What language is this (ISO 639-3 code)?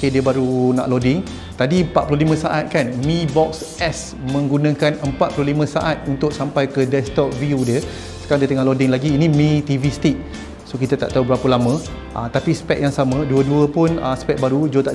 msa